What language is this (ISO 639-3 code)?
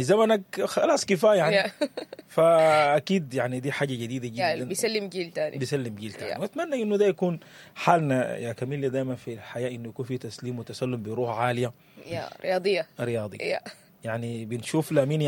apd